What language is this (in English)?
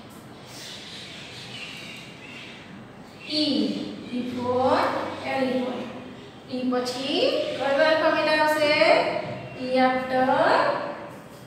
Gujarati